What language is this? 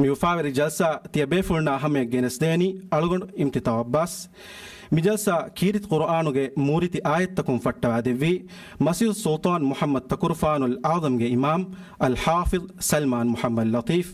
Divehi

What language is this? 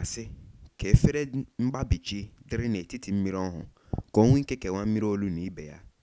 Igbo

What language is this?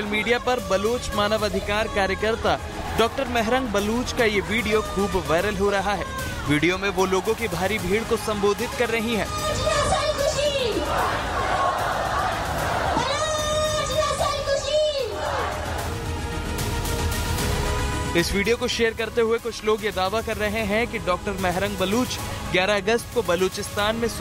Hindi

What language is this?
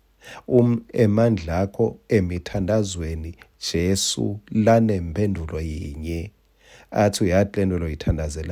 Swati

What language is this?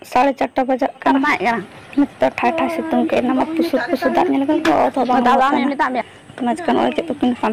Santali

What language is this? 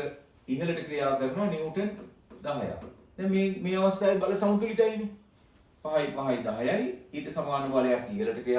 Sinhala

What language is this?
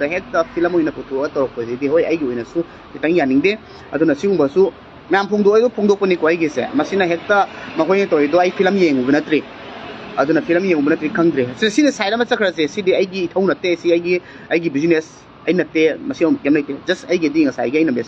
Manipuri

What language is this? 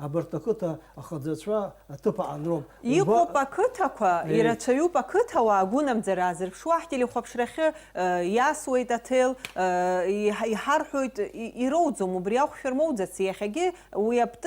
Abkhazian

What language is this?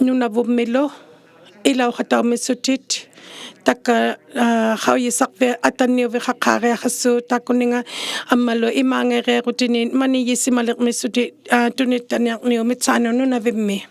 Inuktitut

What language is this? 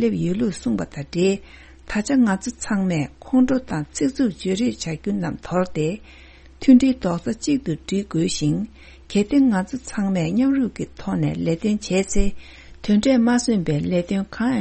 Tibetan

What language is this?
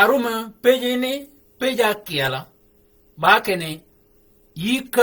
Shilluk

